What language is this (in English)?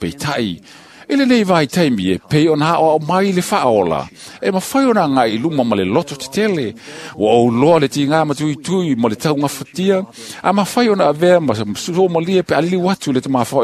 Samoan